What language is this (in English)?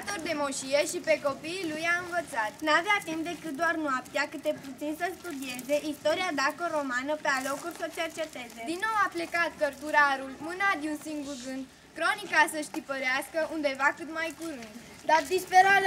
Romanian